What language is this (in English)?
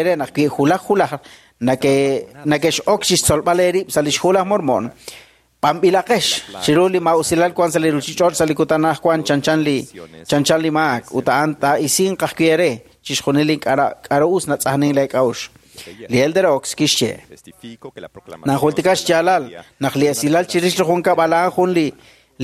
Kekchí